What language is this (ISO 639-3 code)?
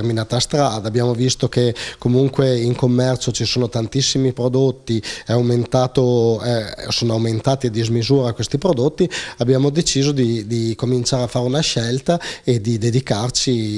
ita